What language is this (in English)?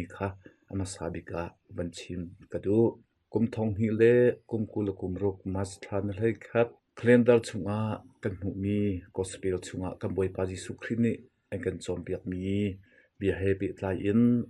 Hakha Chin